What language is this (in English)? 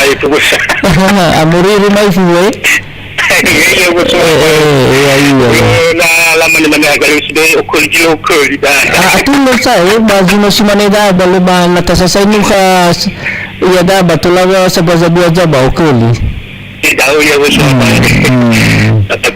Nias